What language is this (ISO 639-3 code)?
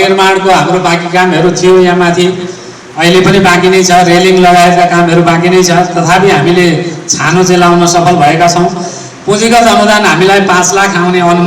nep